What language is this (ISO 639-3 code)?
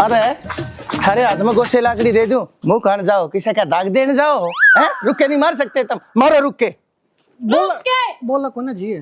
bgc